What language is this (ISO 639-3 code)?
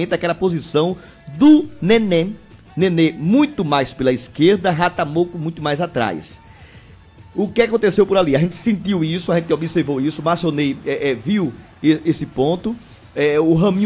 por